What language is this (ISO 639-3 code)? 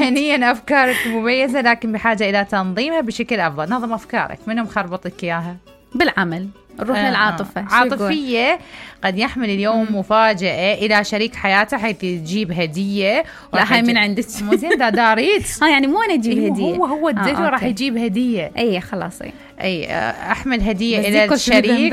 acm